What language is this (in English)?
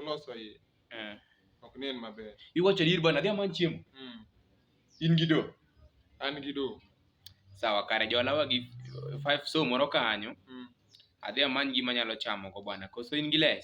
Luo (Kenya and Tanzania)